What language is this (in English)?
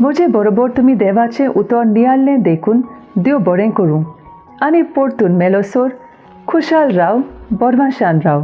Konkani